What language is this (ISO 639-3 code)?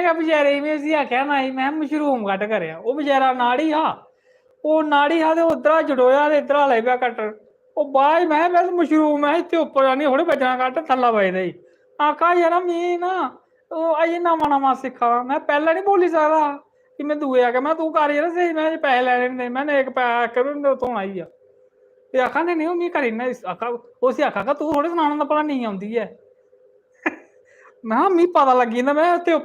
doi